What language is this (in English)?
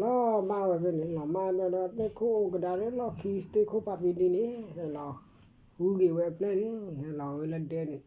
S'gaw Karen